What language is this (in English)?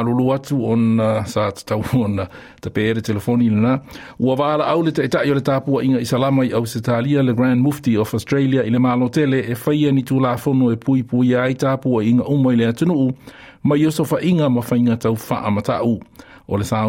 Samoan